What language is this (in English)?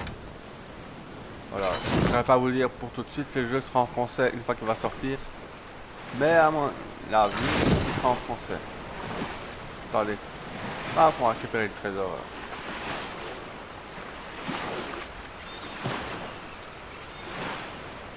French